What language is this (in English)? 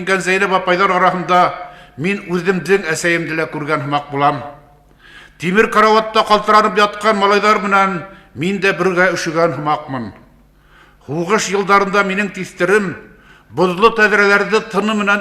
Bashkir